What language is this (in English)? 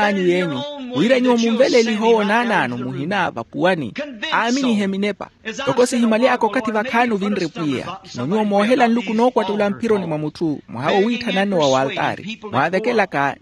Makhuwa